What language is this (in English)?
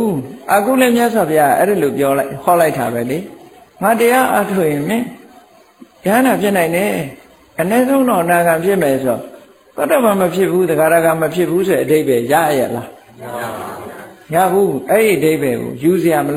Burmese